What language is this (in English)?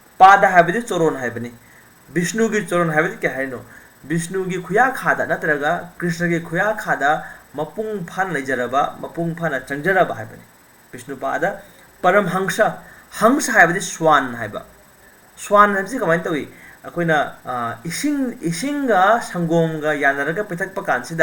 Manipuri